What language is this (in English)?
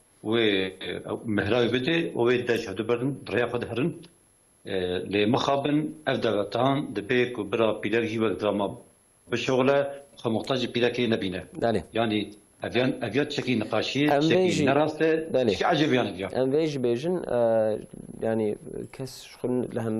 Kurdish